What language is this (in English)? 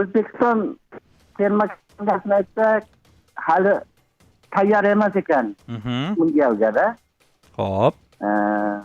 Uzbek